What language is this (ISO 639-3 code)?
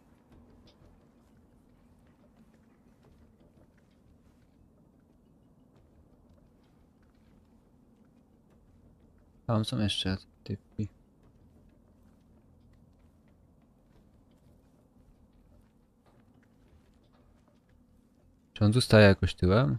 pol